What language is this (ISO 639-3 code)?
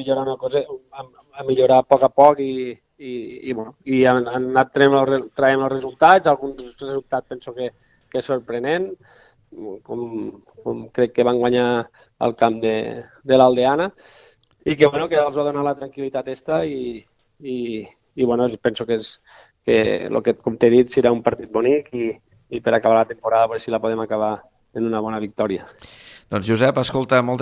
cat